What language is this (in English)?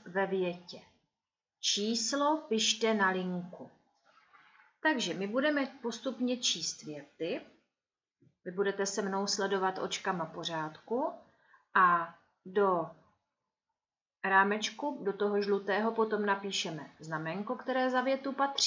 Czech